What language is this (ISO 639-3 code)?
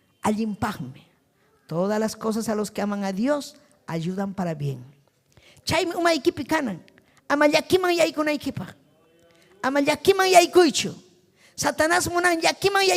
quy